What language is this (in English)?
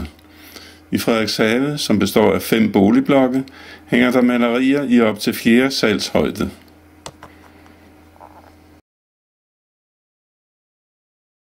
Danish